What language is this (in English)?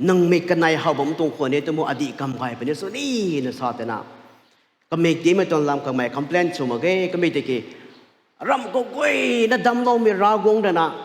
Rongmei Naga